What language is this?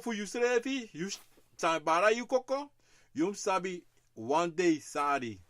Sranan Tongo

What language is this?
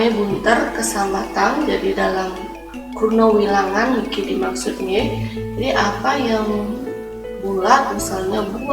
Balinese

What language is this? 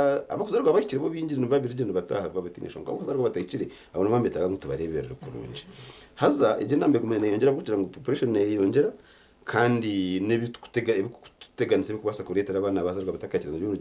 Nyankole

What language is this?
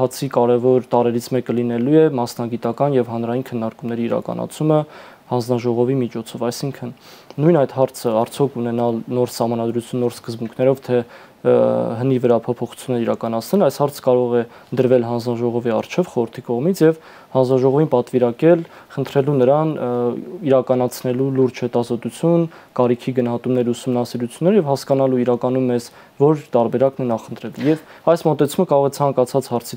Armenian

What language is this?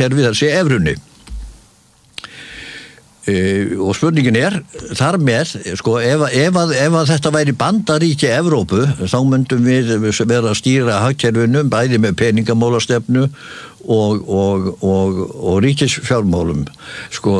Icelandic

